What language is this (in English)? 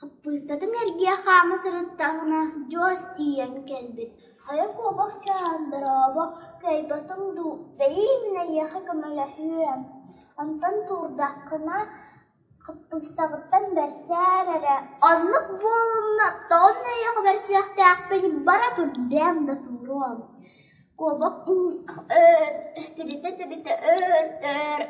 Yakut